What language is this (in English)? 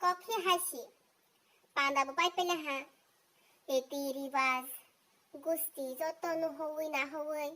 Kok Borok